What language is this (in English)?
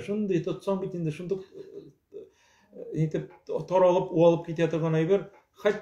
Tatar